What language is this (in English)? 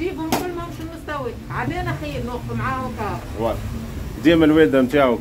Tunisian Arabic